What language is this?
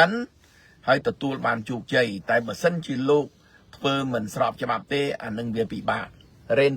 Khmer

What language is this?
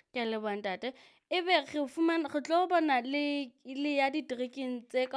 Southern Sotho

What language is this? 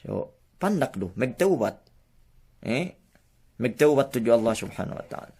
Yakan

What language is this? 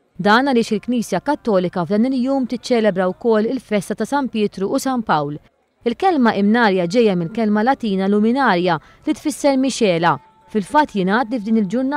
Maltese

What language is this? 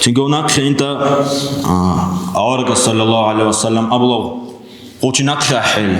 Avaric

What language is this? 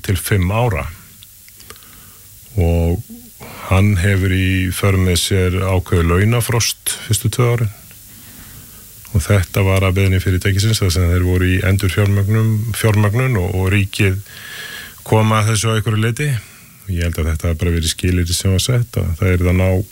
Icelandic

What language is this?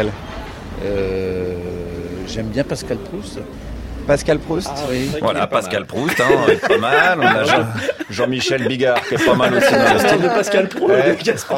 French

